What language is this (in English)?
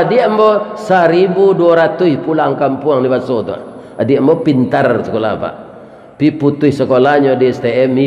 Minangkabau